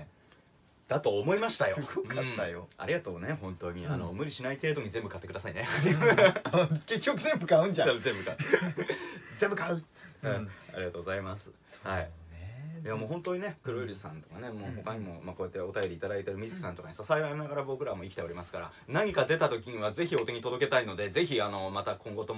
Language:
Japanese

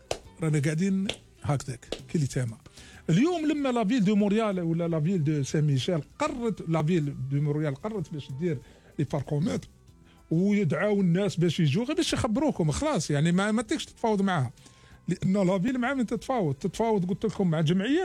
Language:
Algerian Arabic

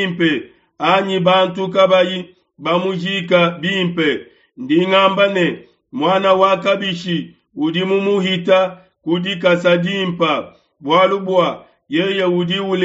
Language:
Luba-Lulua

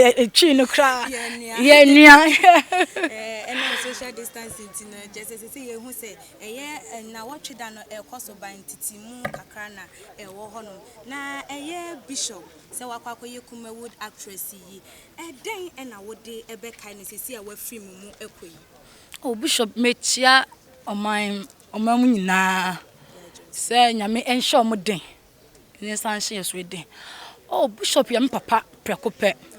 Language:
Akan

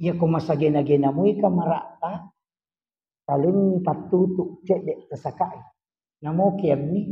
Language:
Buginese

